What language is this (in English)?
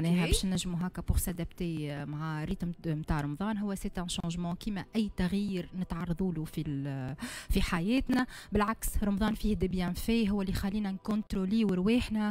Tunisian Arabic